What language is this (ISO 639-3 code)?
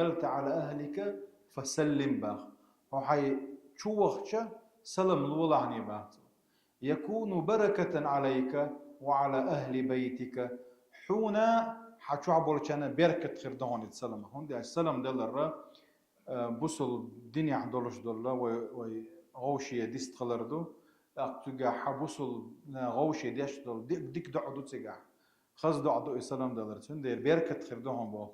che